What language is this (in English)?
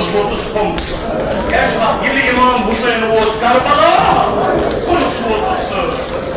Kashmiri